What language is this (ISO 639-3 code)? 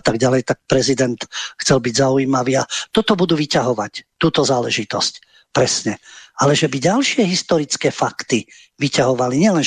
slk